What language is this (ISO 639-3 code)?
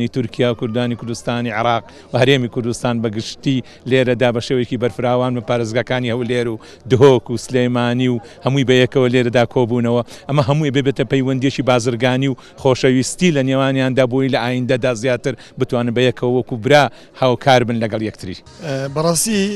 kur